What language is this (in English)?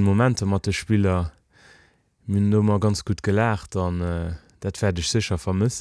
Luxembourgish